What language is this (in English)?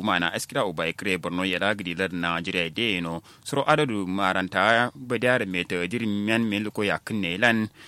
Kanuri